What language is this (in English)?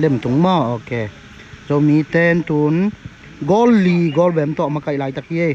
Tedim Chin